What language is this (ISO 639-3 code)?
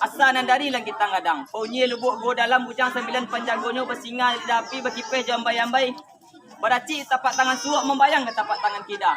min